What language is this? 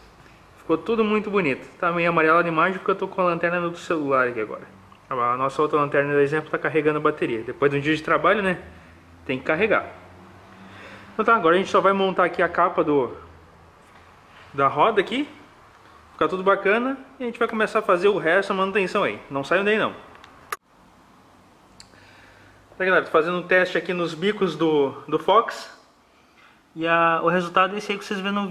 Portuguese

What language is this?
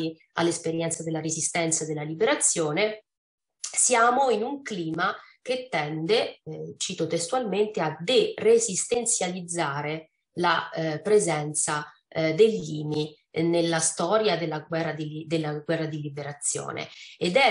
Italian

